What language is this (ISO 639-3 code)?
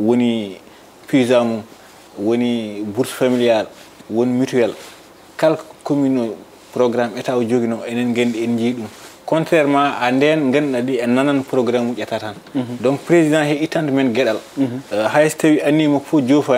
ful